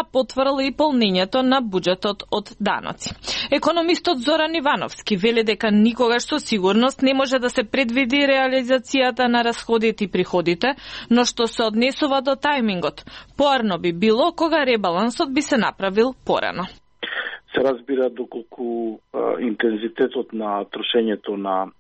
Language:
Macedonian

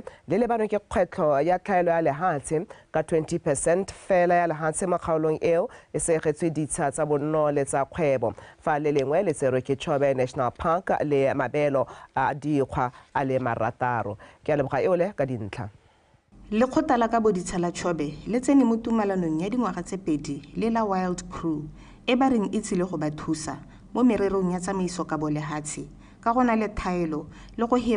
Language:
Tswana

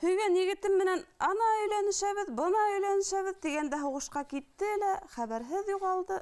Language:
Bashkir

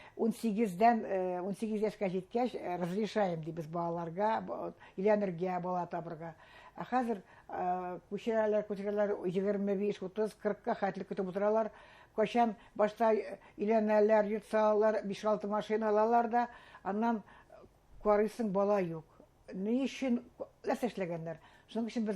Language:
Bashkir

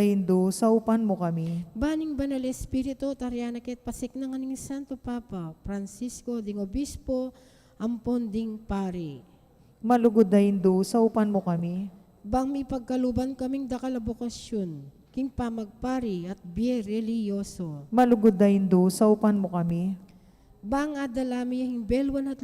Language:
Pampanga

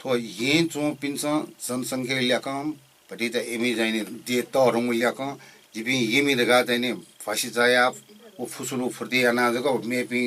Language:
Newari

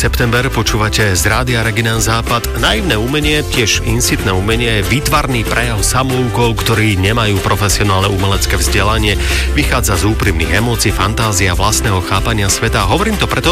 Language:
Slovak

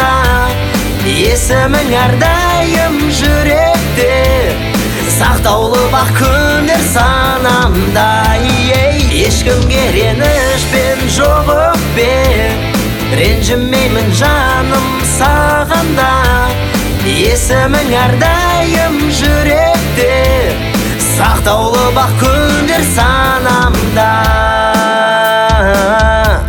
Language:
Kazakh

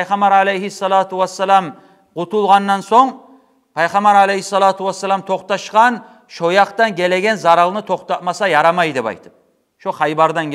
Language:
Kumyk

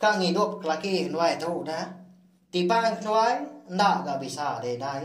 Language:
Iban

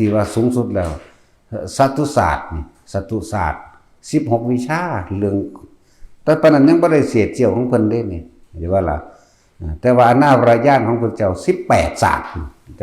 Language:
Northeastern Thai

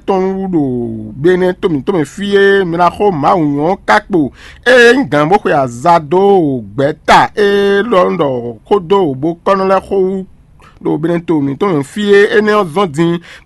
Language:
Fon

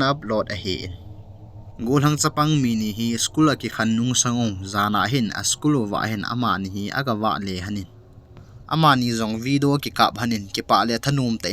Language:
Thado Chin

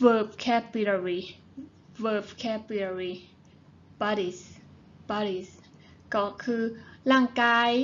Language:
Shan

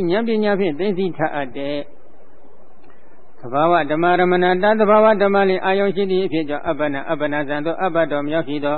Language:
Burmese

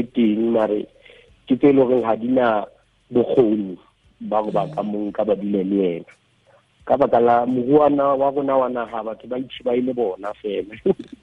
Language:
Tswana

